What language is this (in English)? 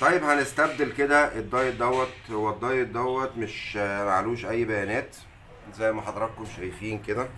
Egyptian Arabic